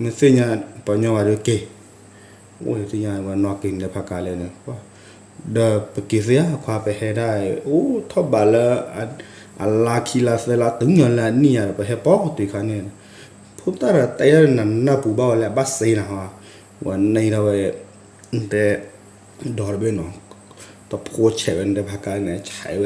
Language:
S'gaw Karen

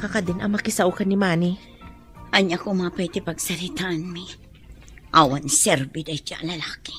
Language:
Iloko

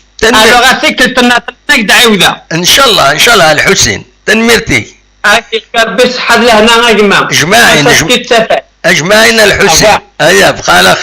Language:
Kabyle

